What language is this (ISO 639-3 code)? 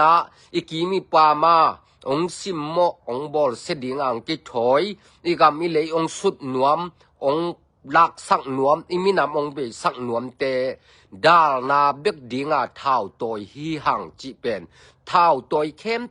ctd